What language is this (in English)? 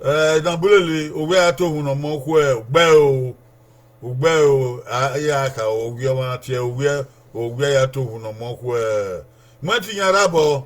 Bini